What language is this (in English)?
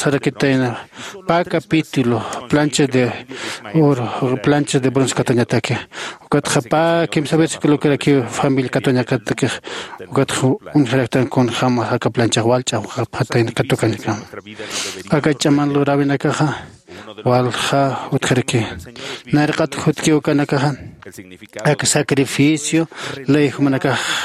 Aymara